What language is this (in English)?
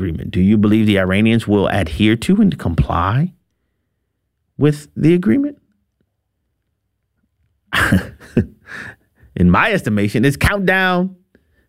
English